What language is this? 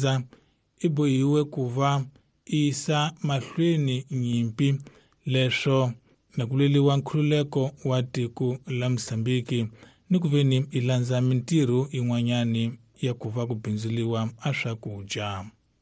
Tsonga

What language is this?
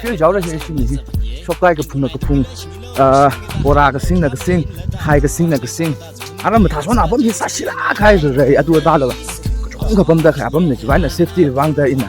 Tangkhul Naga (India)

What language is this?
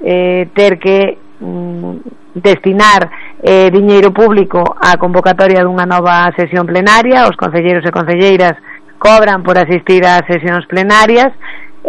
Galician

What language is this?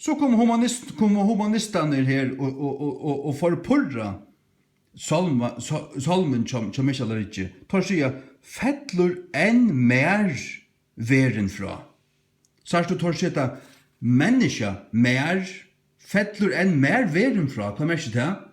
Faroese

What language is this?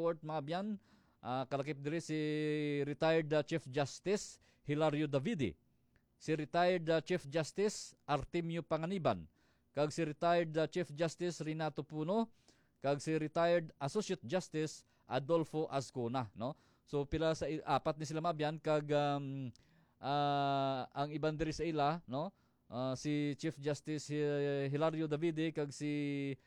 Hiligaynon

